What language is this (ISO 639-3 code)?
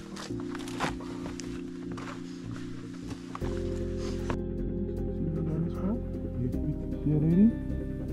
afr